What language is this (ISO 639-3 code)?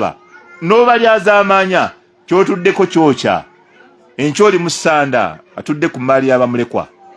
lug